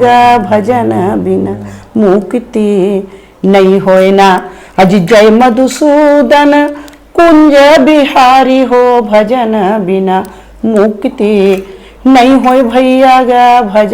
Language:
Chhattisgarhi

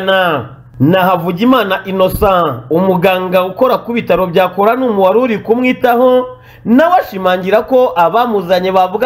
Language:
Kinyarwanda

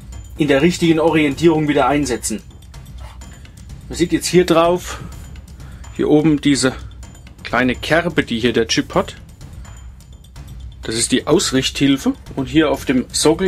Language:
German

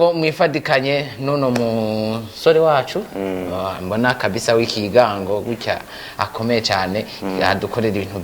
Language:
Rundi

